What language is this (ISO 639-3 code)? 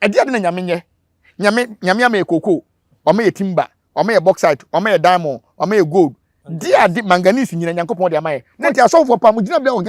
aka